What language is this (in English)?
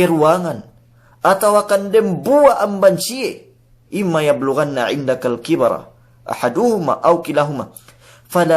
Yakan